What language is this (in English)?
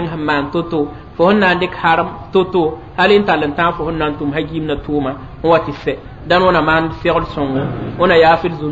Mossi